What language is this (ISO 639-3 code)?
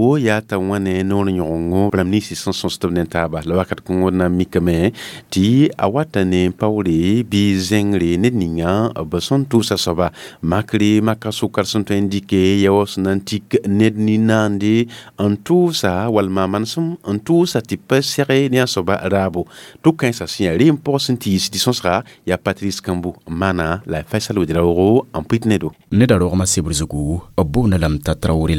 mos